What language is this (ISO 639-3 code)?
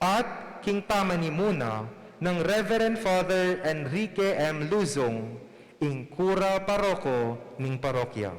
pam